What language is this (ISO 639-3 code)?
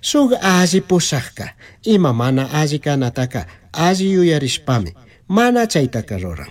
qug